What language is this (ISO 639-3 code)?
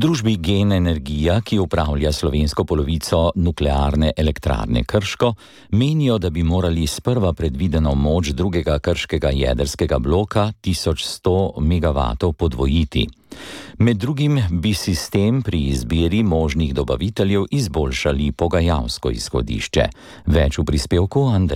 slv